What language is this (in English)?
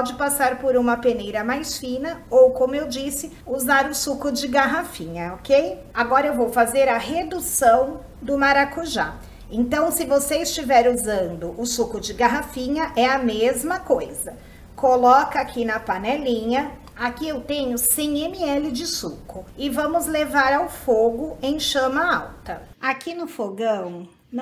Portuguese